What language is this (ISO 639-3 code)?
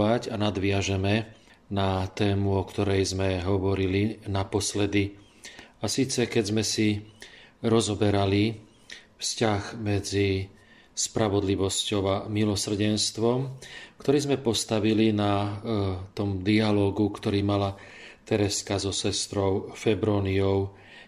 slk